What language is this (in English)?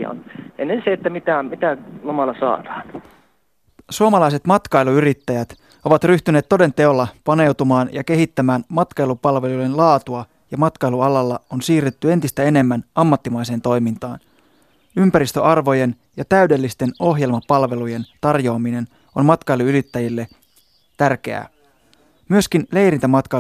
Finnish